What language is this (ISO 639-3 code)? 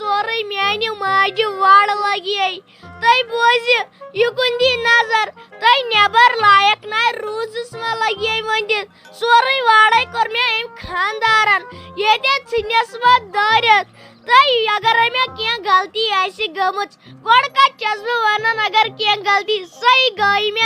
kas